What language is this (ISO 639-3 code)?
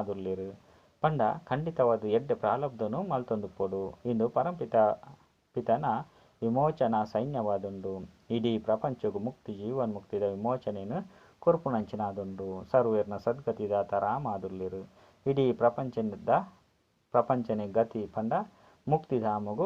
tcy